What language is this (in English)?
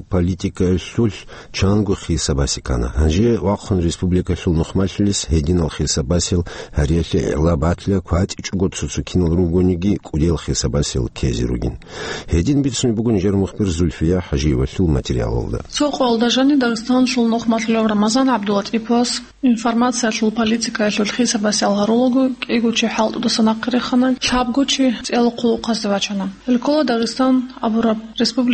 Avaric